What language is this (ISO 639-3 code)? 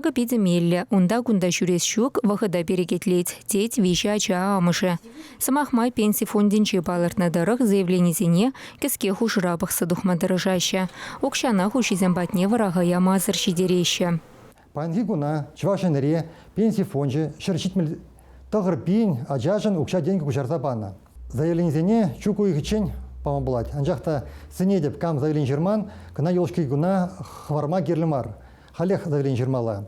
chv